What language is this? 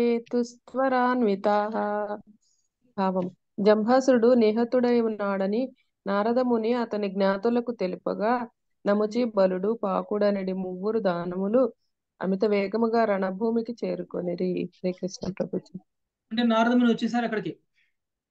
Telugu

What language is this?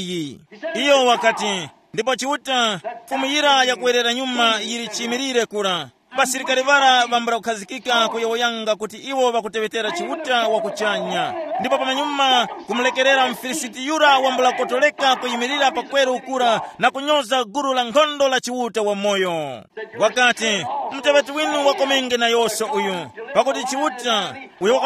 Tumbuka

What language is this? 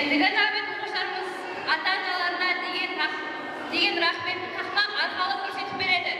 Kara-Kalpak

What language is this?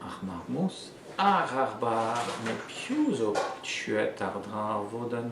Breton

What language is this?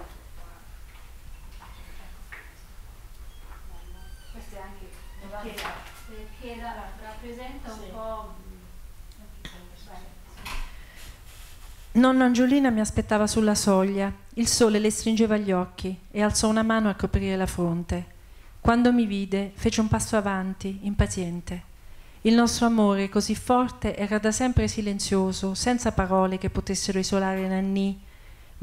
Italian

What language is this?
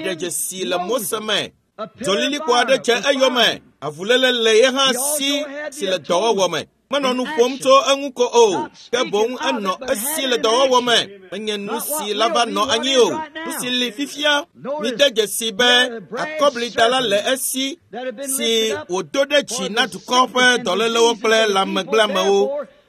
Ewe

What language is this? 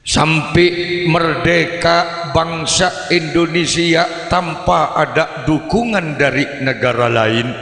Madurese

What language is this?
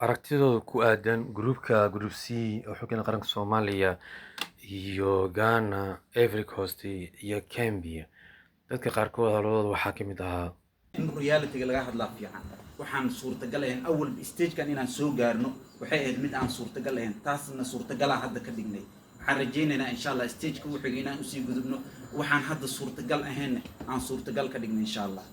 Somali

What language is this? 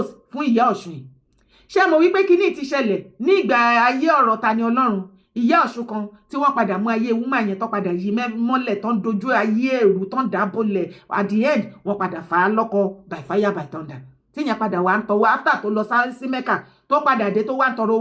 Yoruba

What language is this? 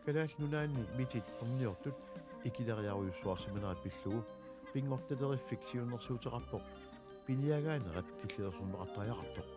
Kalaallisut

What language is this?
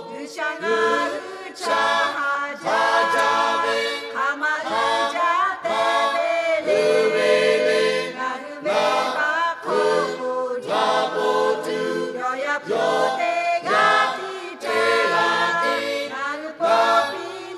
Lahu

